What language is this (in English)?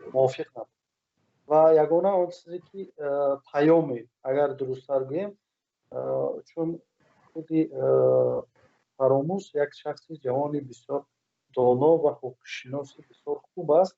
Tajik